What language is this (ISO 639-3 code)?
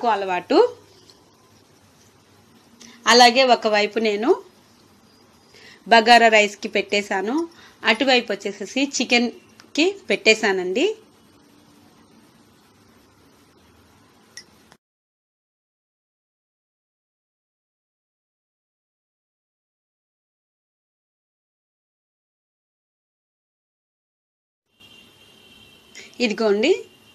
tel